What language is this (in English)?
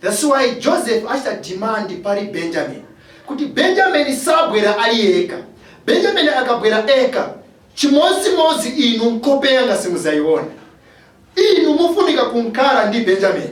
Nyanja